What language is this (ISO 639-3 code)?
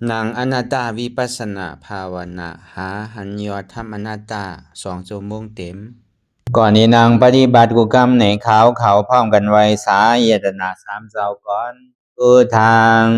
shn